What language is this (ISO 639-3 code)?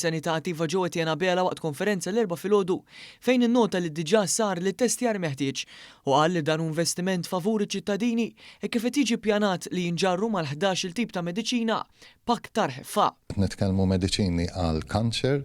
mlt